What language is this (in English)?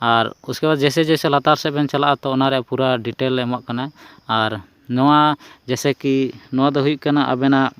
Santali